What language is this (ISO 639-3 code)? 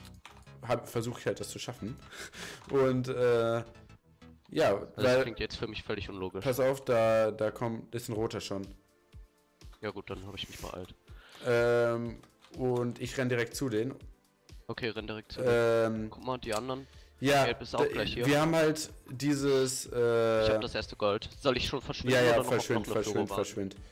deu